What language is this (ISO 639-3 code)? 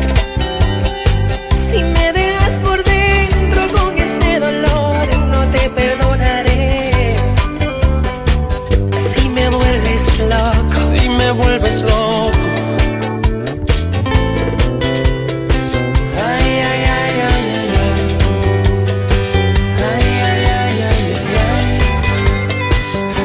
spa